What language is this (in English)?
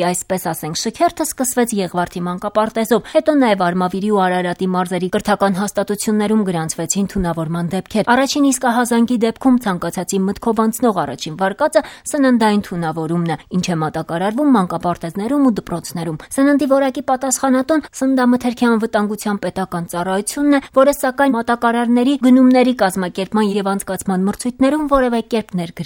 Armenian